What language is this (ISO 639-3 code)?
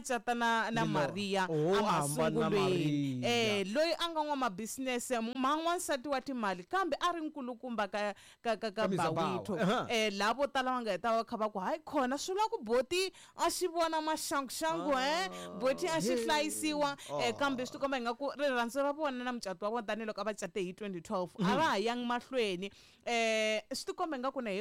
tso